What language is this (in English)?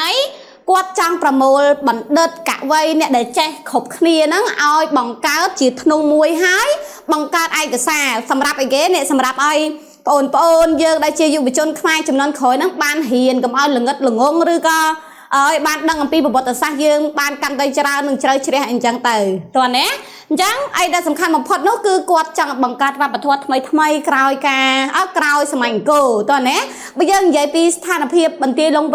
Khmer